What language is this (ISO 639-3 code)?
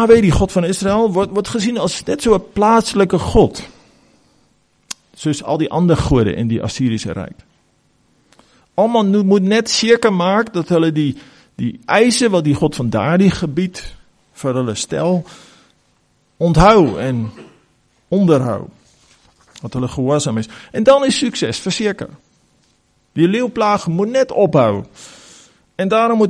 afr